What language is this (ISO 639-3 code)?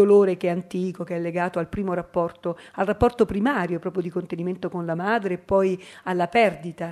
ita